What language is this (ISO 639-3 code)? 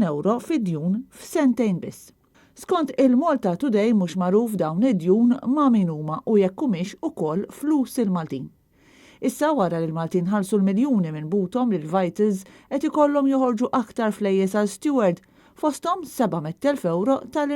mlt